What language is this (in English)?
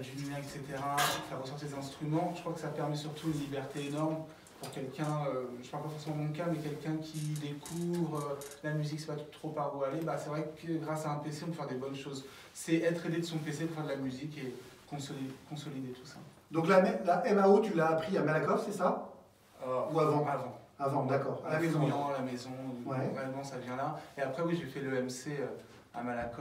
French